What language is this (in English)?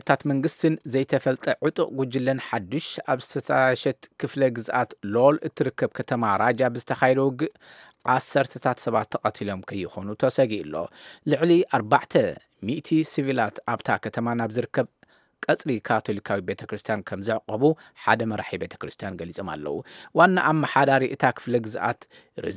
Tigrinya